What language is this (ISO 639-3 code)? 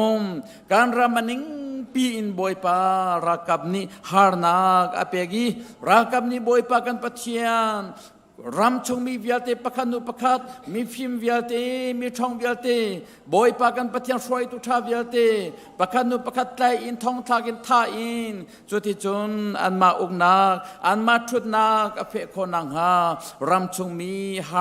cnh